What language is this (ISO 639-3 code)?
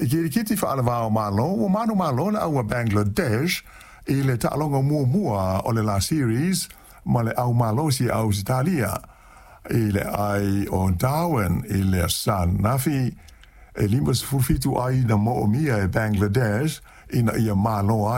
smo